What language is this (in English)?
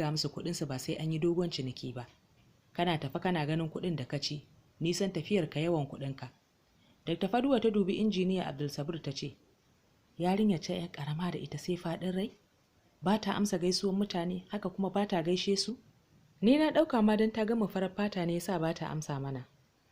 Hausa